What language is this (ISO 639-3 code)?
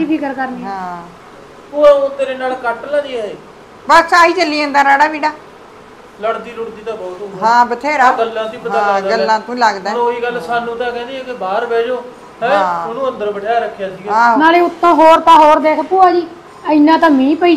pan